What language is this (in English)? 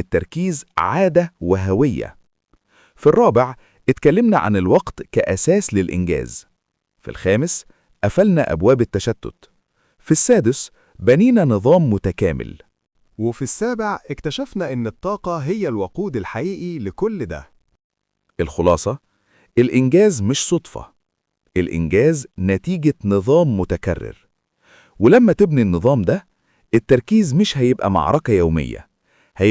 Egyptian Arabic